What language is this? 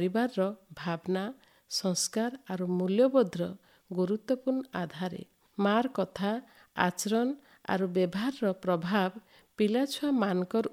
Odia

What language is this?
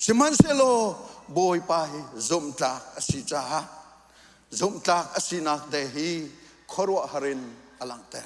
Hakha Chin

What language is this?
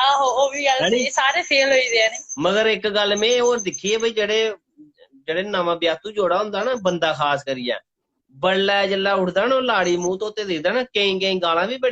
Dogri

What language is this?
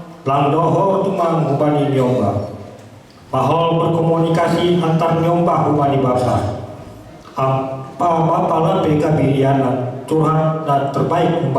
Batak Simalungun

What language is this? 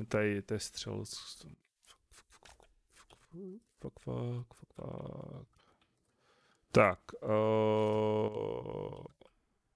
Czech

